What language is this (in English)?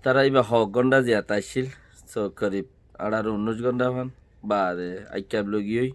Rohingya